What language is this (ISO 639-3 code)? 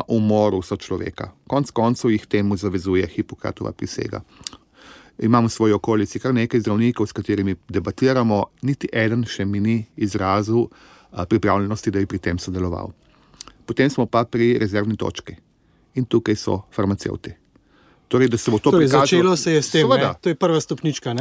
slv